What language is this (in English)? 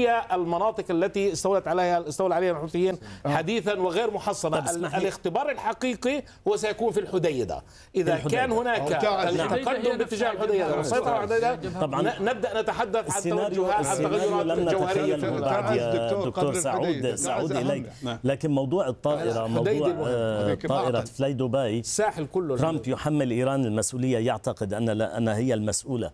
Arabic